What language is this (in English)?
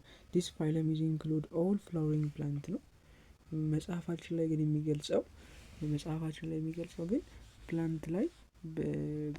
Amharic